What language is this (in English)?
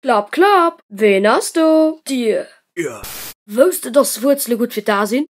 Luxembourgish